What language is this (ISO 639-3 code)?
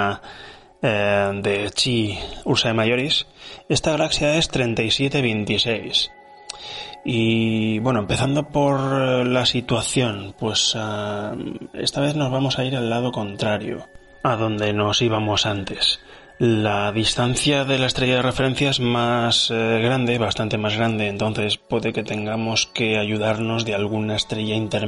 spa